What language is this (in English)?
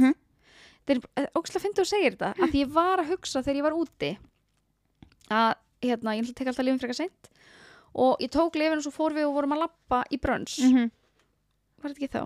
Icelandic